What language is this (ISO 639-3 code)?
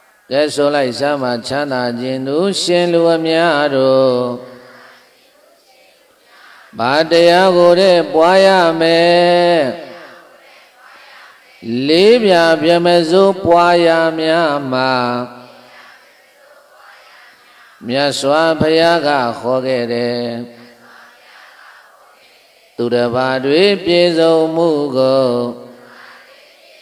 mya